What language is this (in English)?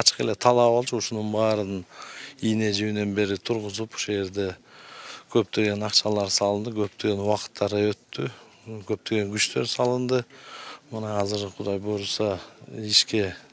Kyrgyz